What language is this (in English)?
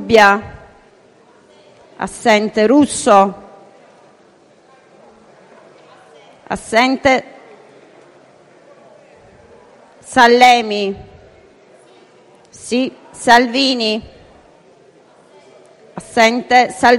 Italian